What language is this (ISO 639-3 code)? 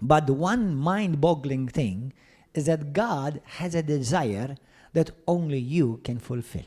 eng